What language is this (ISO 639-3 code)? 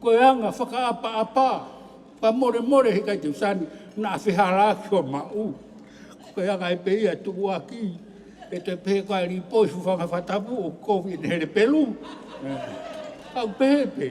ton